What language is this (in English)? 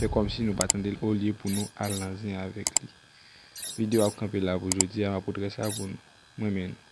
Haitian Creole